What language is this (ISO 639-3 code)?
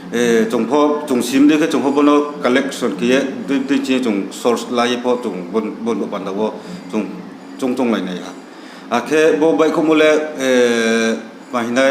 ria